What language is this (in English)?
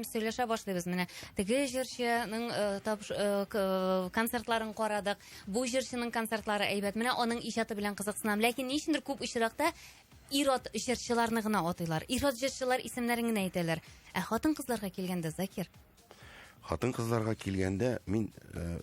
Tatar